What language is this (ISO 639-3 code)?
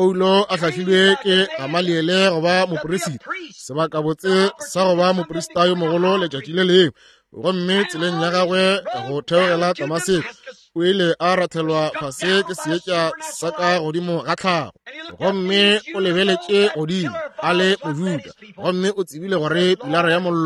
nso